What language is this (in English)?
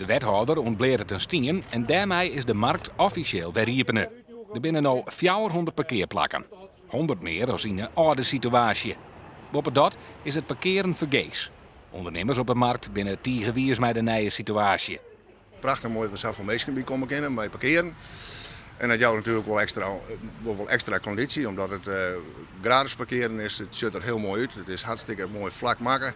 Western Frisian